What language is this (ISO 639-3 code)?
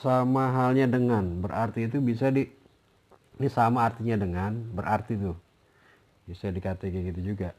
bew